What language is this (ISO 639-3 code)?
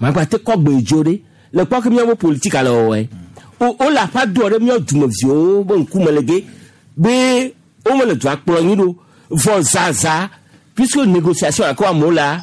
gej